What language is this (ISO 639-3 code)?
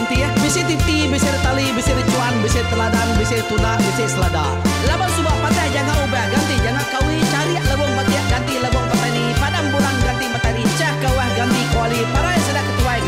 iba